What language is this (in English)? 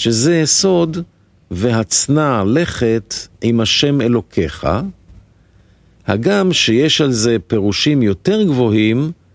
Hebrew